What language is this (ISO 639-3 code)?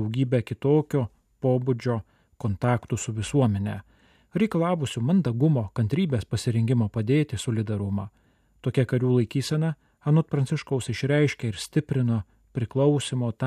lit